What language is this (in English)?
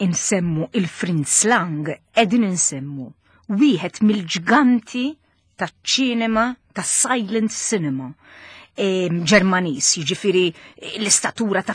Maltese